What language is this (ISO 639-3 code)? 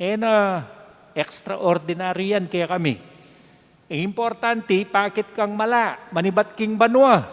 pam